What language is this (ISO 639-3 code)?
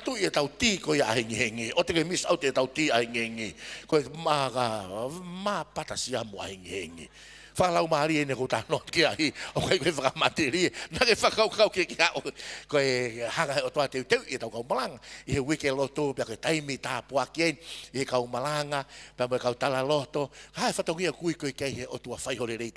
ton